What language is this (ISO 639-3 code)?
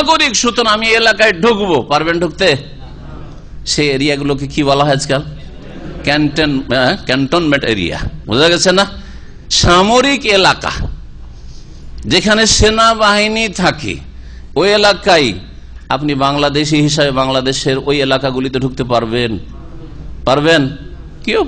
ben